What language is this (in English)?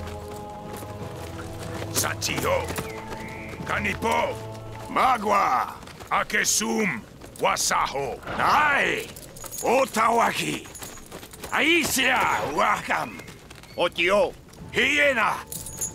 French